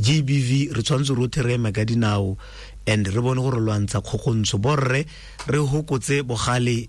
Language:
Tswana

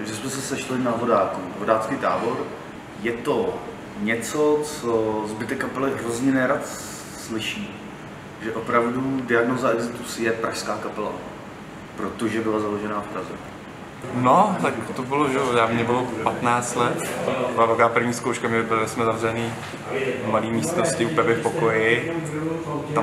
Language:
Czech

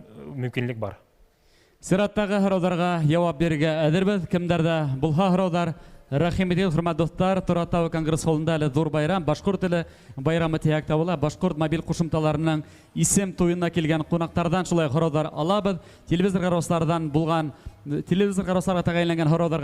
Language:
Bashkir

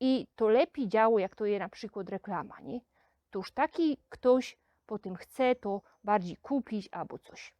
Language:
Silesian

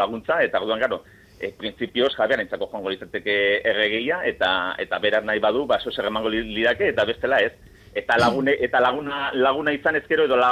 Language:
Basque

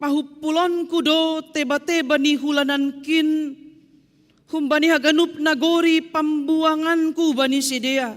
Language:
Batak Simalungun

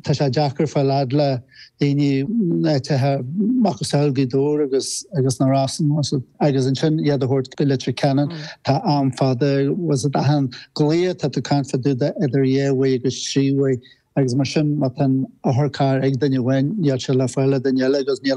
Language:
Irish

